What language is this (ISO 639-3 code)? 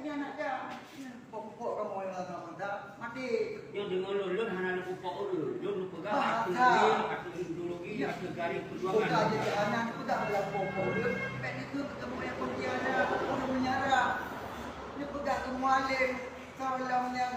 ace